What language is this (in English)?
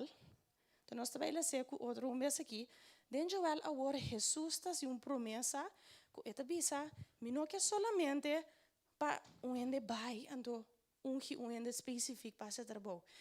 Papiamento